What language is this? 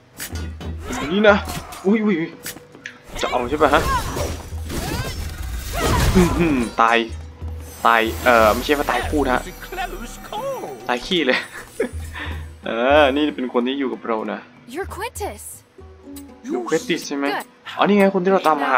Thai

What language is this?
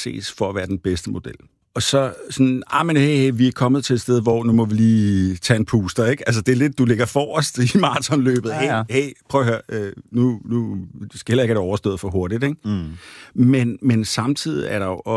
Danish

